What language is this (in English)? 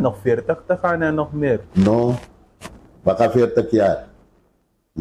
Sranan Tongo